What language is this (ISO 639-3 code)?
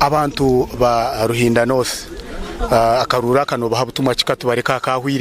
nyn